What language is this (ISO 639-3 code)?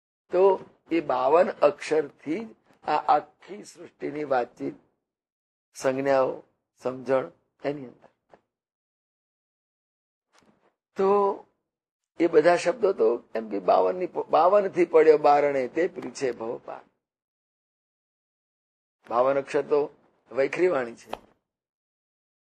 guj